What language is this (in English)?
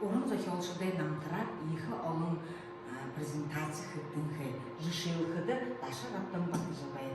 Buriat